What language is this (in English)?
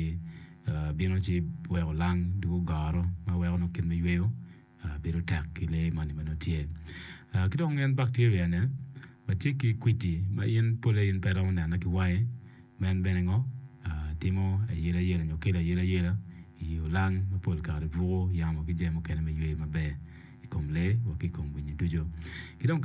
Acoli